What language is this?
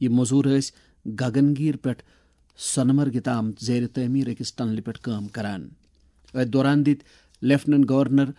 Kashmiri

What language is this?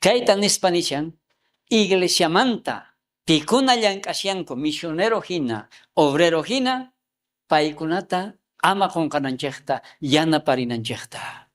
South Bolivian Quechua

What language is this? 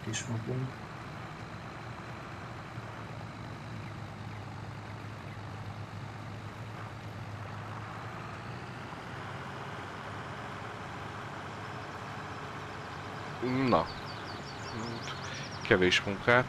Hungarian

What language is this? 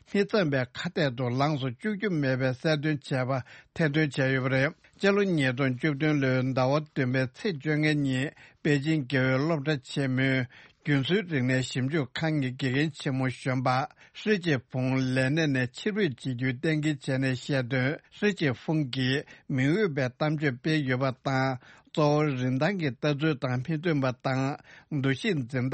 Tibetan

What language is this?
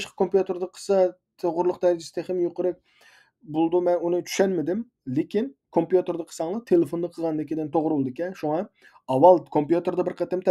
Uyghur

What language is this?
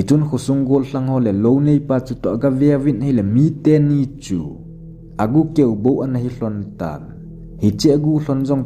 Thado Chin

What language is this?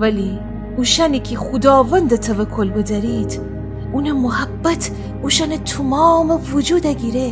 Gilaki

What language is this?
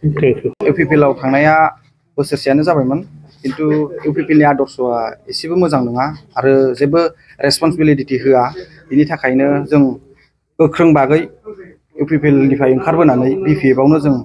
Bodo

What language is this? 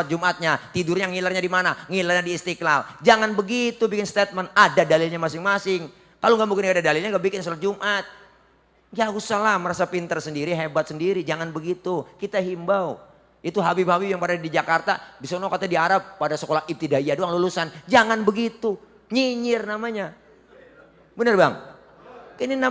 Betawi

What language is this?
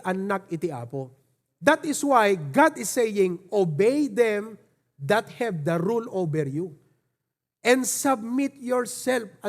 Iloko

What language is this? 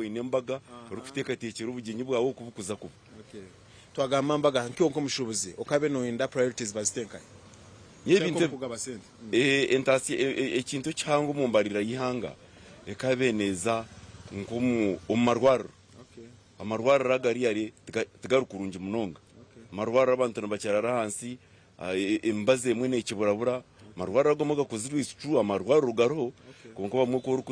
Nyankole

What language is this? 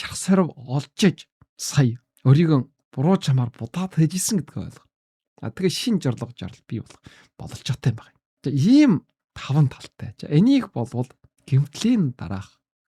Mongolian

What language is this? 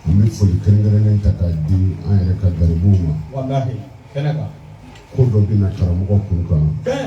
Bambara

